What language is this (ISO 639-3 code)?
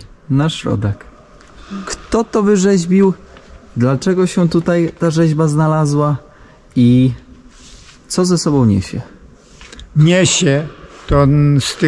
pol